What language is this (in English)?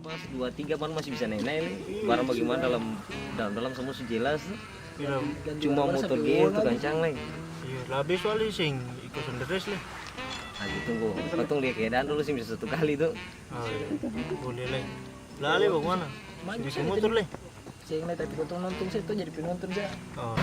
Ambonese Malay